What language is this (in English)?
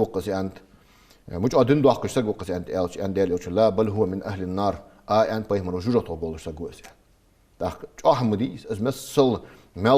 Ingush